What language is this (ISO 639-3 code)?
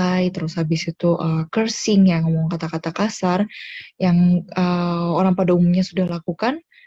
ind